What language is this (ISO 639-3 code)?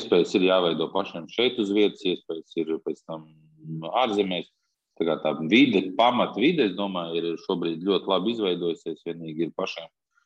lav